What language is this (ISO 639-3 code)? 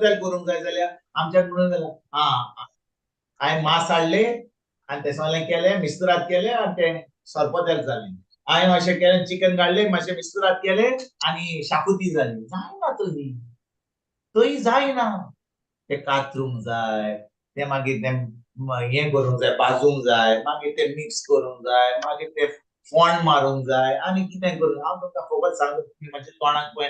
kok